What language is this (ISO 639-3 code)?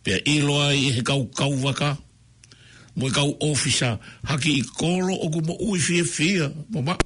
ton